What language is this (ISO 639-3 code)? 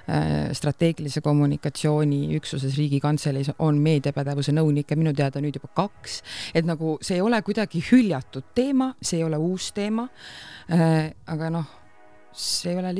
est